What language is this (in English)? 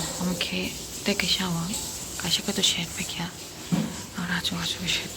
Kok Borok